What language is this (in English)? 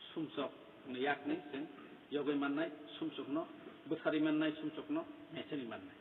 Kok Borok